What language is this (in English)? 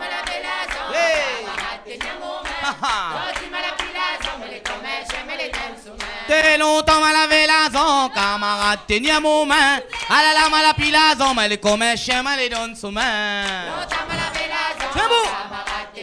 Réunion Creole French